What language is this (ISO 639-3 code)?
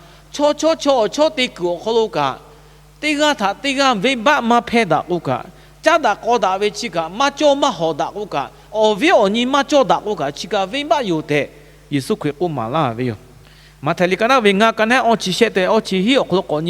lhu